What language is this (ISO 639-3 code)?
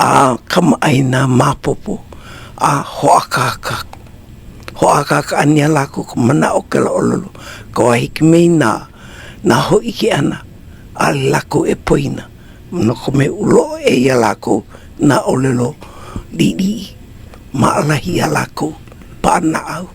haw